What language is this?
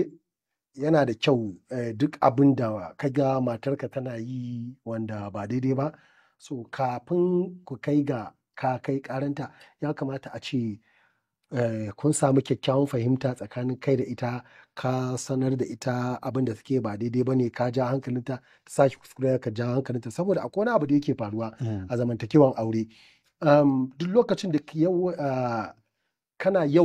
Hausa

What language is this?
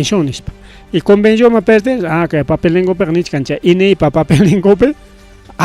Ayacucho Quechua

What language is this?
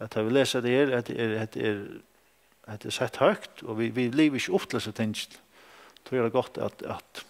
Faroese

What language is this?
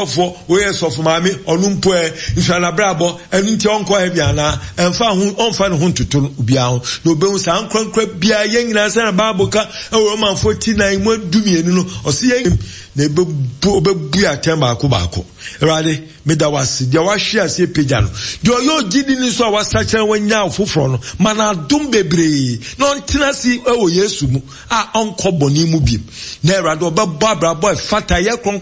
Akan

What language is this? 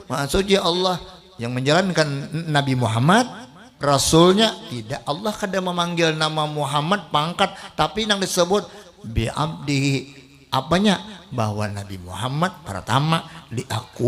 Banjar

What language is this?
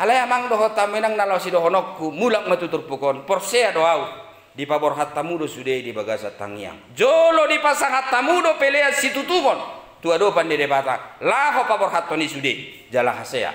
Batak Toba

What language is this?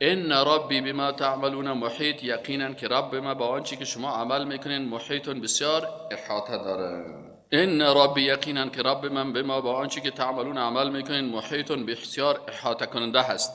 Persian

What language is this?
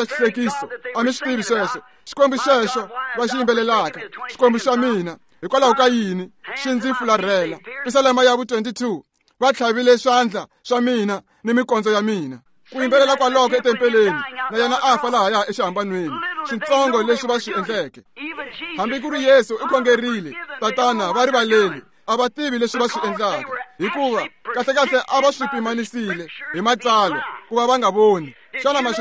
Tsonga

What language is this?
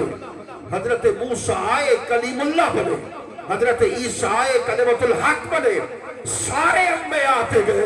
Saraiki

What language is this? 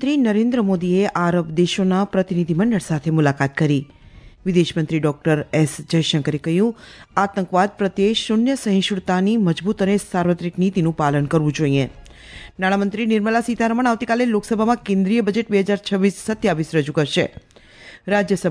Gujarati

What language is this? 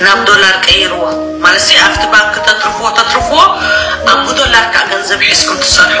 Tigrinya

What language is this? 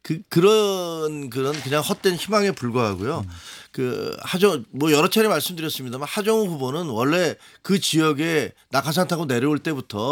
Korean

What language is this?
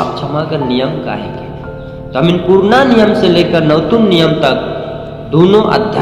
Sadri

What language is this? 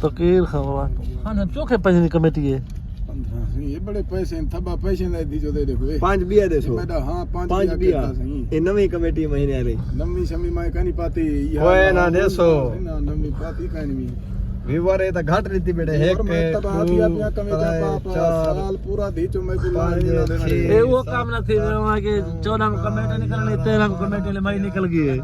Saraiki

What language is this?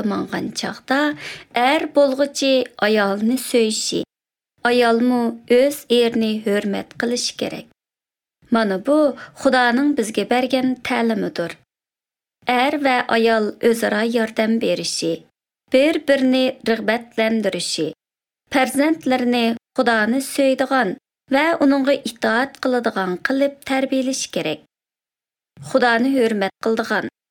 Uzbek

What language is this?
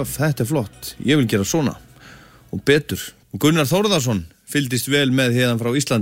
Icelandic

